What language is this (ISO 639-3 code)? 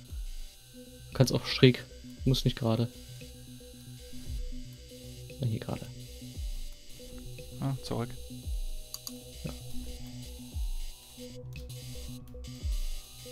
deu